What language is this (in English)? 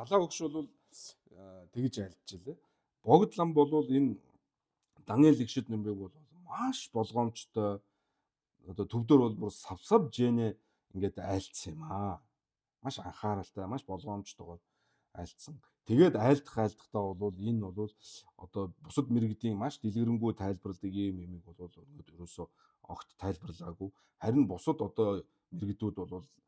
Mongolian